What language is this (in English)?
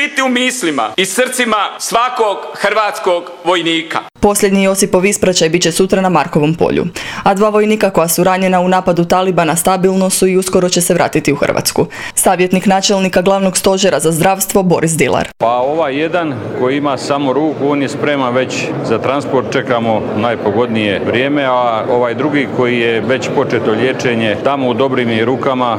Croatian